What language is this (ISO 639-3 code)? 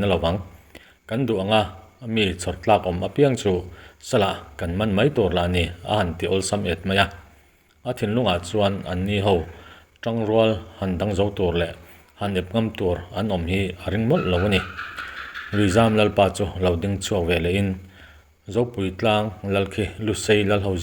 lus